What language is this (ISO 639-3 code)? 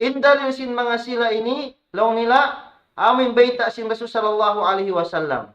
tsg